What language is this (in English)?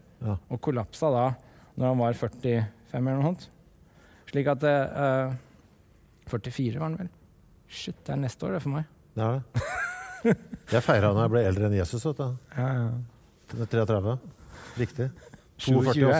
Norwegian